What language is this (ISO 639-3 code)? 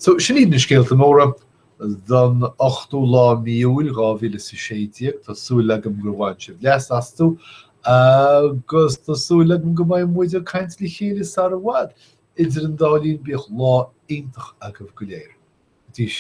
gle